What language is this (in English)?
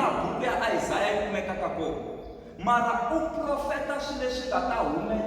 Tsonga